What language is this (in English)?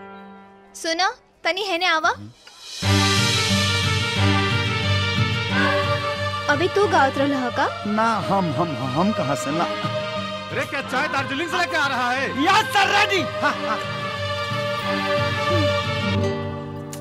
Bhojpuri